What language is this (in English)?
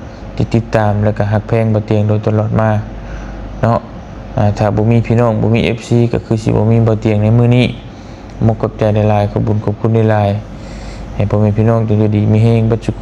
Lao